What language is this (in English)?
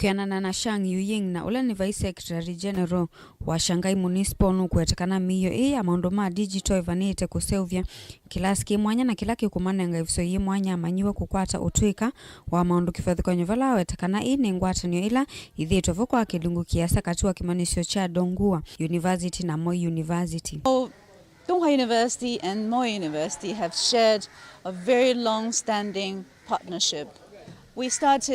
Kamba